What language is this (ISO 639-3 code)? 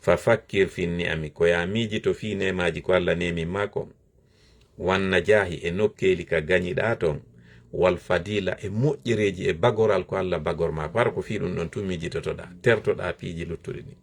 ful